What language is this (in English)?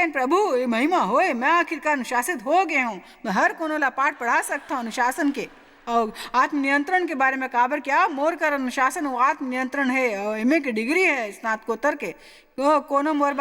Chhattisgarhi